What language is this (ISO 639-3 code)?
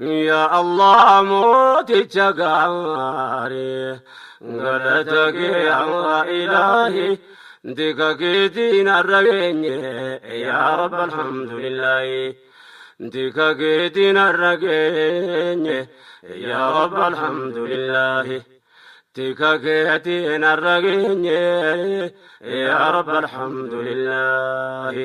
orm